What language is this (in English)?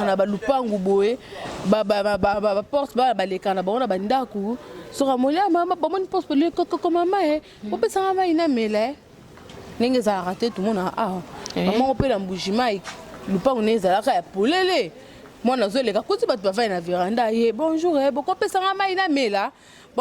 Lingala